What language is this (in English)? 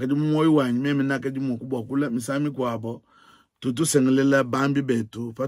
Luba-Lulua